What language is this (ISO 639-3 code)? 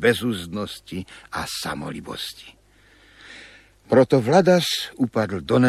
ces